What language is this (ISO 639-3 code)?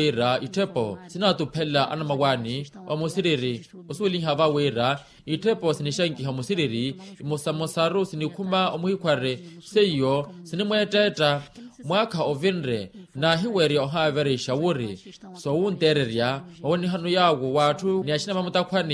vmw